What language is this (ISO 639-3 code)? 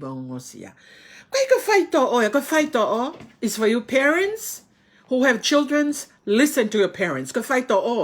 ton